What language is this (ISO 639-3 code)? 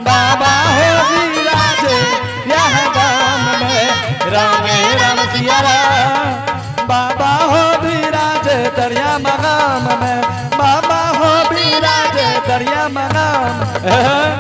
anp